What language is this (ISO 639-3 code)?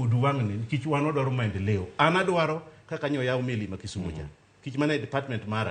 luo